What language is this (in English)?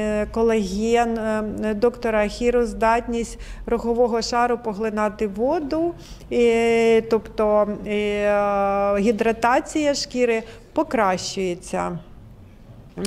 Ukrainian